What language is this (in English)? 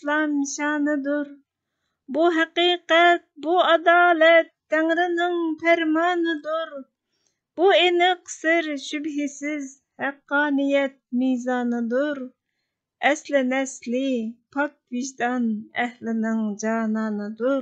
Uyghur